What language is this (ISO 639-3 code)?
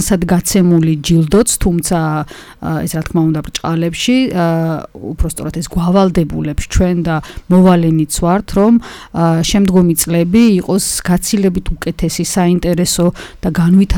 kat